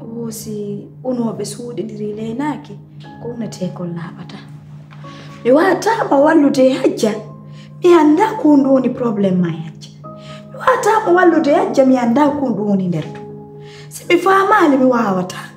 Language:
Pular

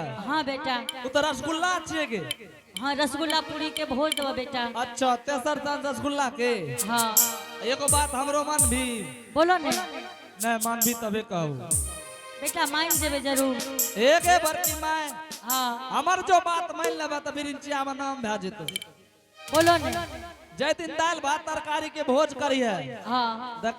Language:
Angika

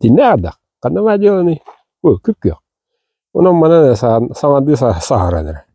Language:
Yakut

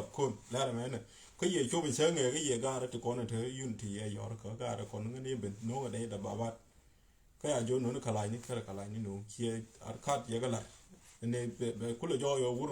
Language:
Nuer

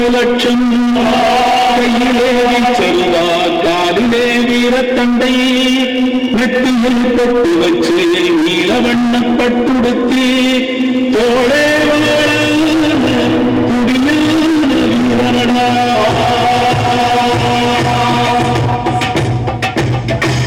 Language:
Tamil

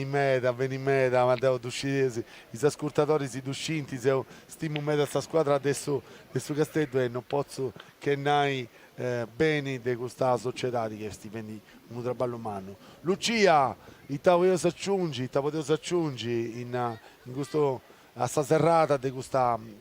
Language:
Sardinian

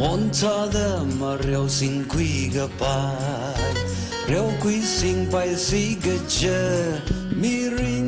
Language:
Tangkhul Naga (India)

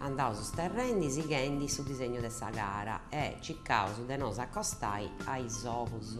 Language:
Sardinian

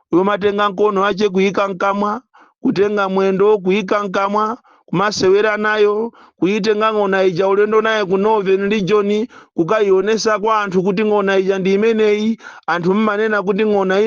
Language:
Nyanja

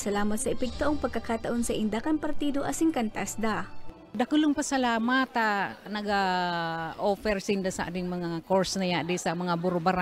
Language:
Bikol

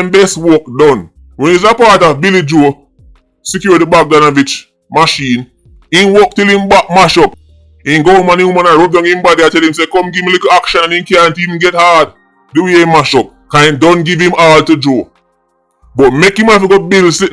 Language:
Jamaican Creole English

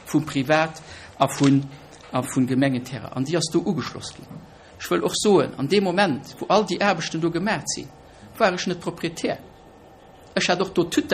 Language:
Luxembourgish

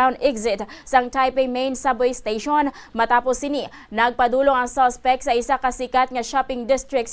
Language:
Hiligaynon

